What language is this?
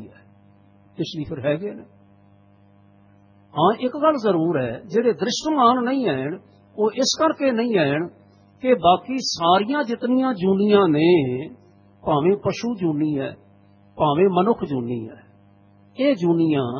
Punjabi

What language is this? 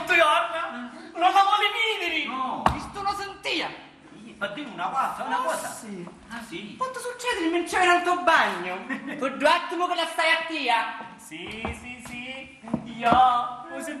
Sicilian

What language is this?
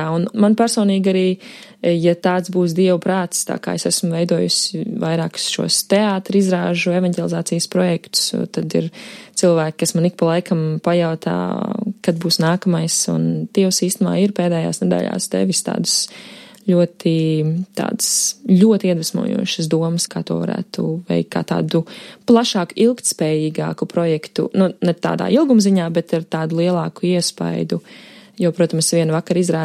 Latvian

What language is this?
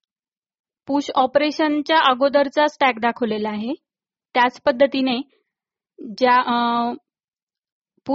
Marathi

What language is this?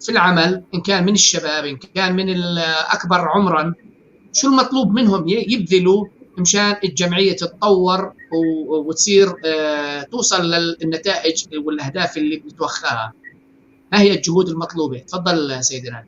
North Levantine Arabic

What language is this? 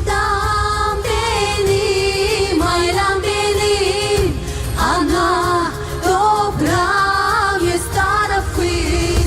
Gagauz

